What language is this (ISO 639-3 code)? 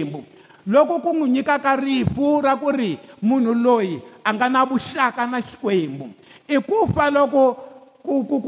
tso